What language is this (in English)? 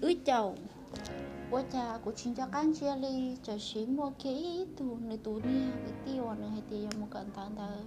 Hmong